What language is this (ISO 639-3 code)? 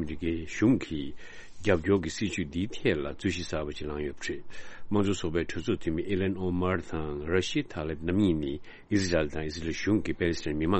bod